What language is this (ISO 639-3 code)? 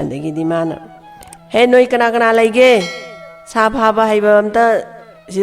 mni